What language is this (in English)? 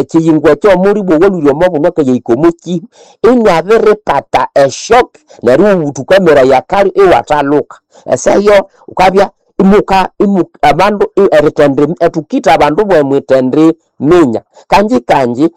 Nande